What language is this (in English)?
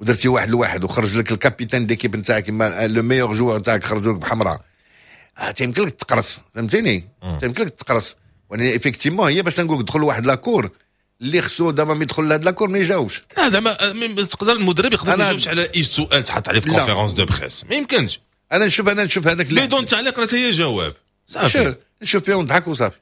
Moroccan Arabic